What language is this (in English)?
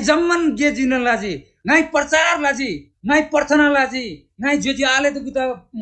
Eastern Tamang